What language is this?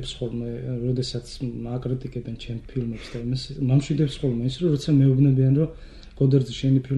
Georgian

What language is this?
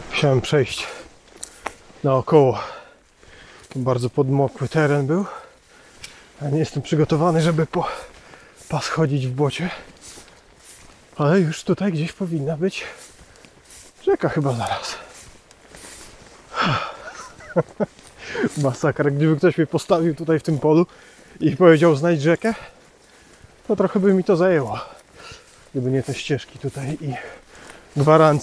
Polish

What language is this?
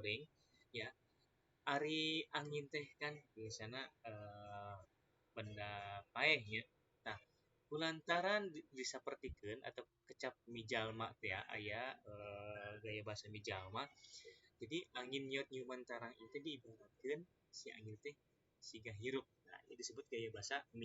Sundanese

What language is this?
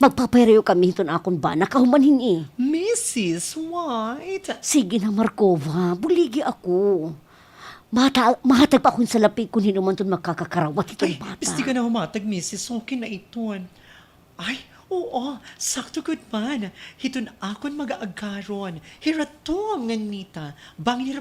Waray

